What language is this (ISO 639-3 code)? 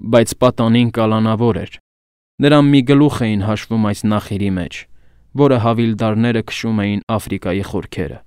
hye